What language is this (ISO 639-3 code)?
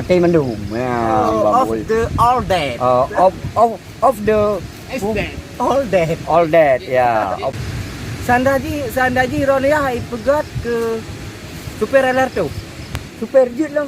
ace